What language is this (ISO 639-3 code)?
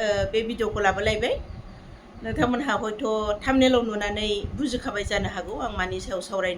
brx